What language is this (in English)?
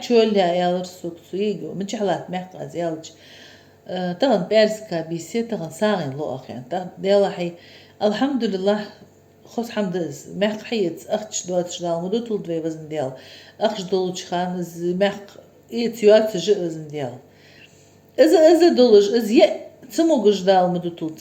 Ingush